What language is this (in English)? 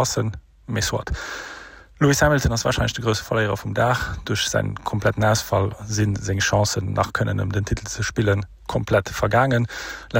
Luxembourgish